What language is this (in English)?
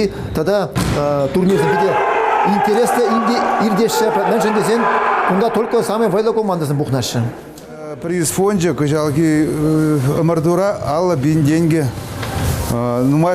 Chuvash